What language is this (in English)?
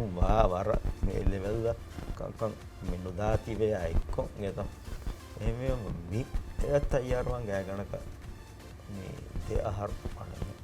Divehi